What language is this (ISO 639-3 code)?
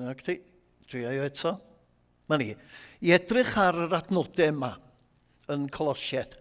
cym